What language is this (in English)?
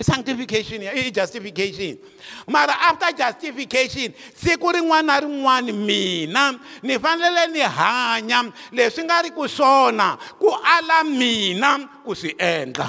Tsonga